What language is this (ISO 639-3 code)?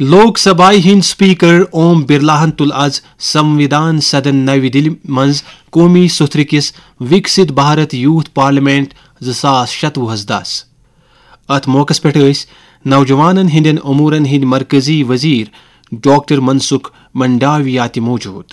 kas